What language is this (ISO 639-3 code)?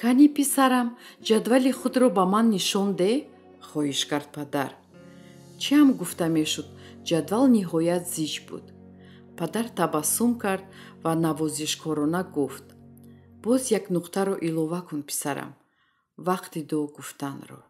tgk